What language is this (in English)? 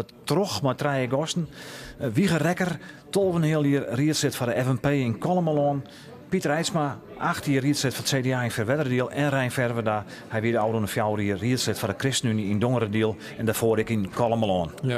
Western Frisian